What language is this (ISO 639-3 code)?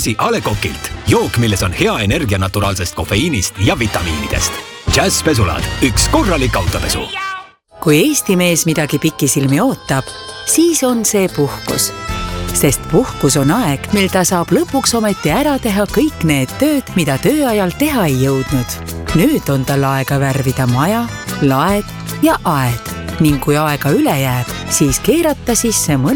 est